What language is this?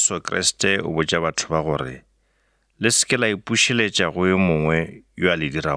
Northern Sotho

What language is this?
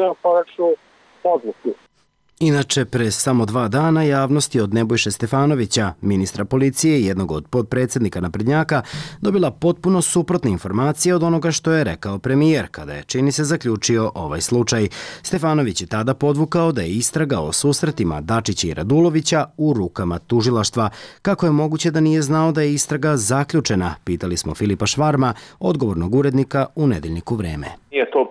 Serbian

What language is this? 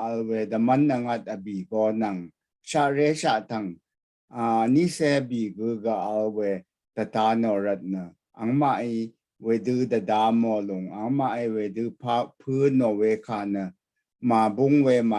Rawang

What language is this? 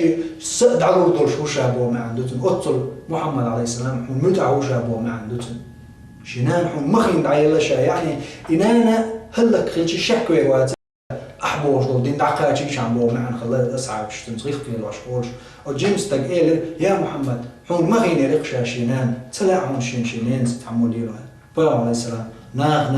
Chechen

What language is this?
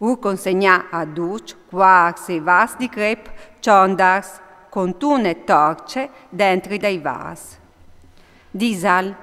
Friulian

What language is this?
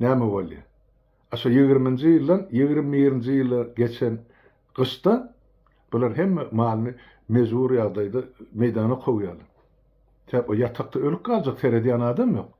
Turkmen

